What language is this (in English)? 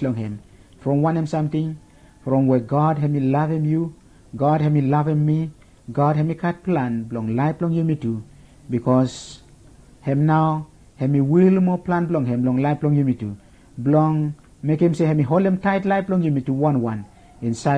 Bislama